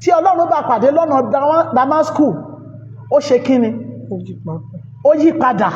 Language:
Yoruba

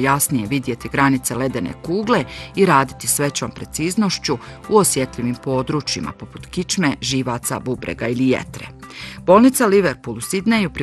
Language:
Bosnian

